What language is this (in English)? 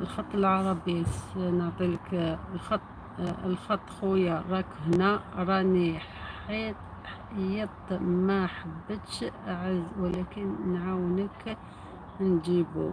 Algerian Arabic